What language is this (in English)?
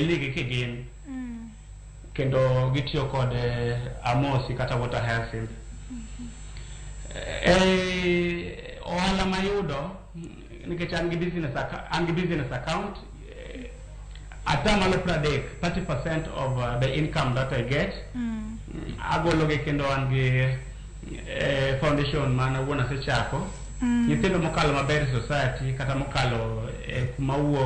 Luo (Kenya and Tanzania)